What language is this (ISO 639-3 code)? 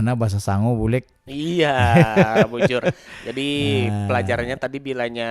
bjn